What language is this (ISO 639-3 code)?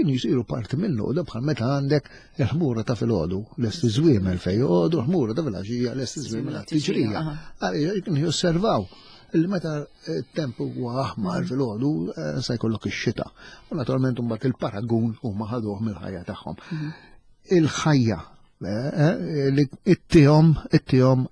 mlt